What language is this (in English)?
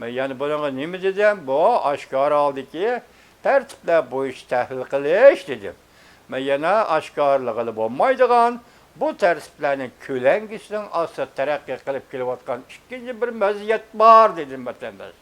Uyghur